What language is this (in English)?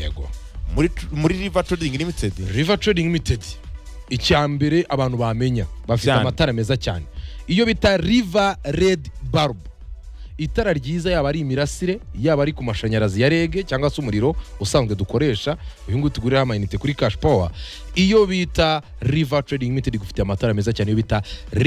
Kinyarwanda